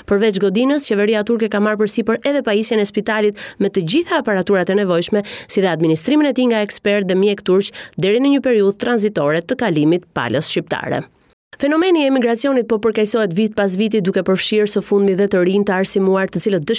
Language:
Albanian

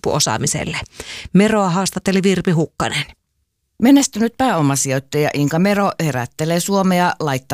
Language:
Finnish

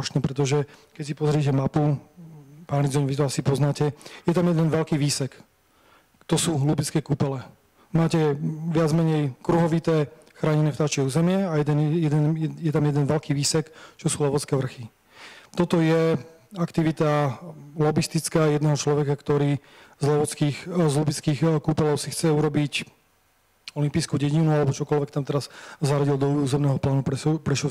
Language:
Slovak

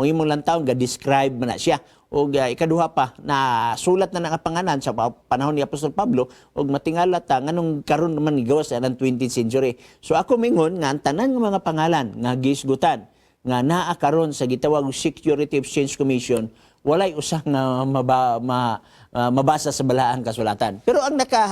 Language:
Cebuano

